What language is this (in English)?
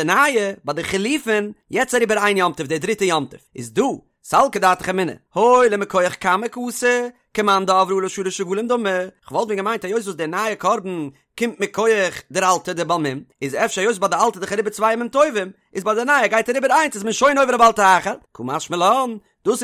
Yiddish